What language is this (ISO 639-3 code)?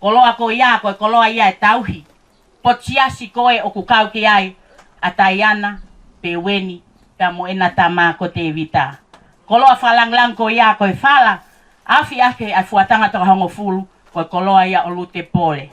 ton